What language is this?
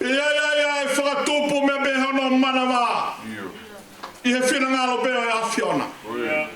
Tongan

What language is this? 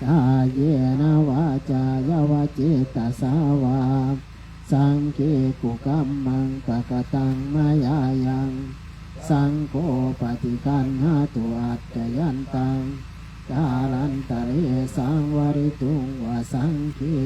Pali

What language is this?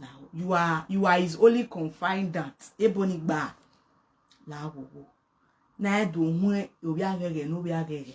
Nigerian Pidgin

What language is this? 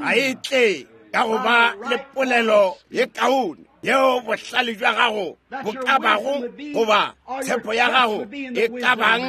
Northern Sotho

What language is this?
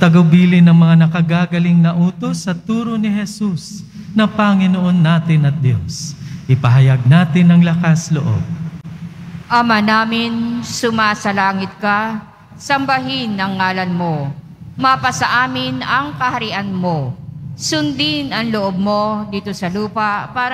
Filipino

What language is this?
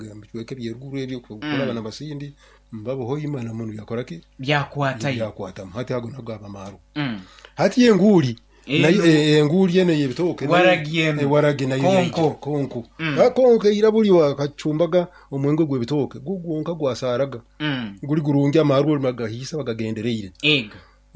Nyoro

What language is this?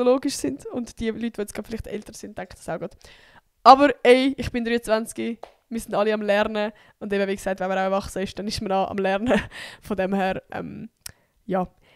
Swiss German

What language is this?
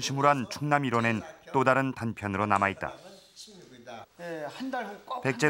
Korean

